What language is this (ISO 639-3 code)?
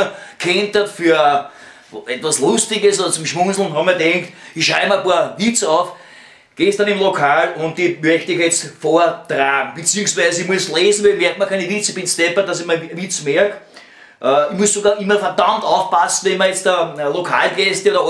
bar